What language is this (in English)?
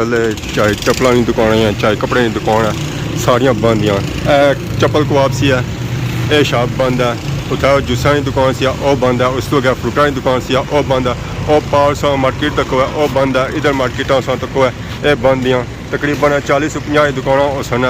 Pahari-Potwari